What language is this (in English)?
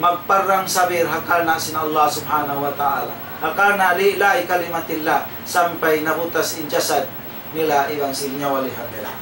Tausug